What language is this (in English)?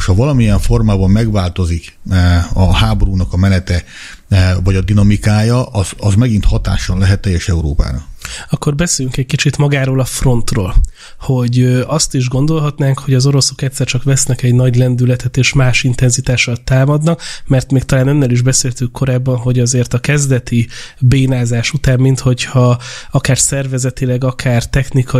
Hungarian